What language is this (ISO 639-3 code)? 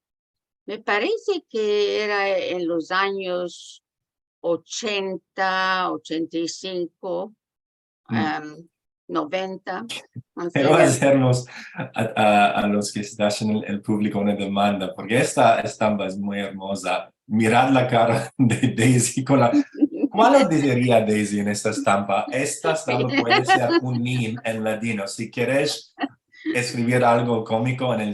lad